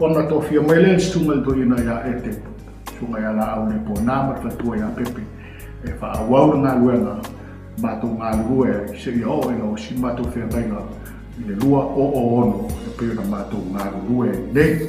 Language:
Samoan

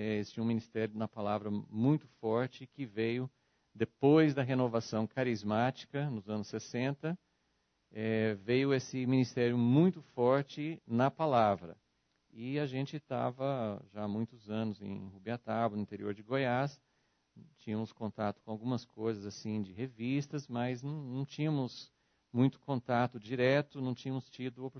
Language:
Portuguese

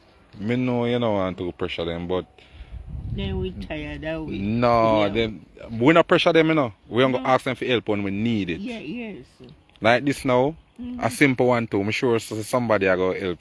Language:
Jamaican Creole English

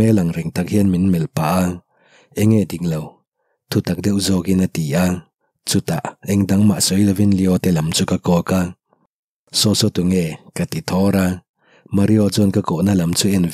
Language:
Mizo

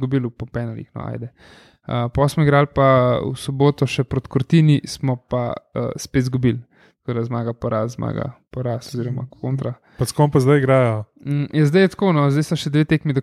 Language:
Slovenian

